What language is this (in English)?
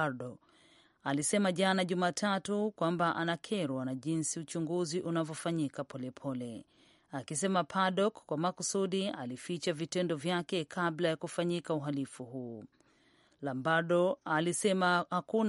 Swahili